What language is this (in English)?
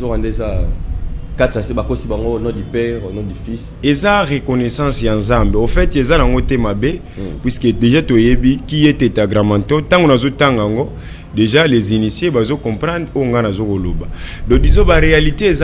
Lingala